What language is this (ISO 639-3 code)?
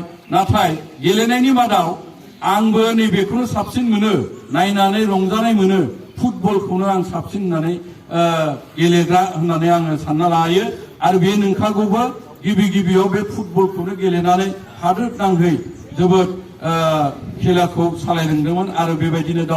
brx